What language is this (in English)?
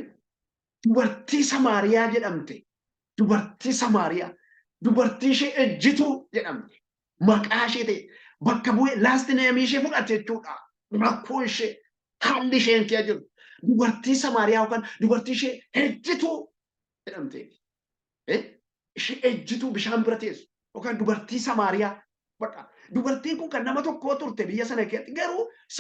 Oromo